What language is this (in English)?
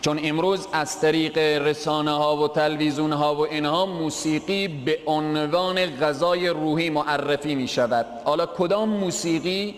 Persian